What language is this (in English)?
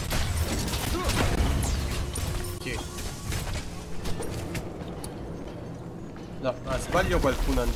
Italian